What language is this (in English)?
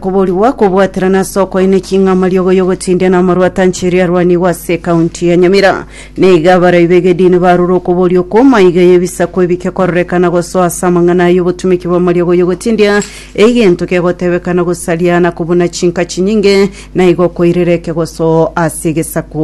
Gusii